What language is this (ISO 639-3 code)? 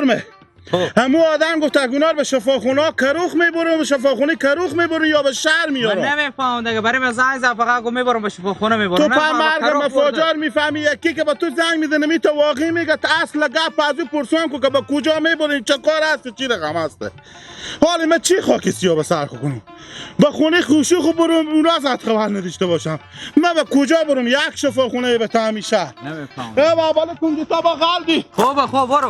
haz